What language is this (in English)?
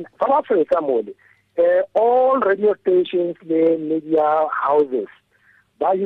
Tswana